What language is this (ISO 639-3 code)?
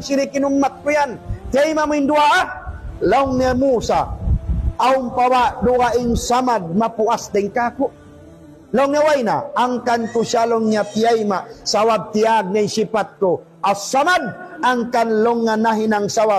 tsg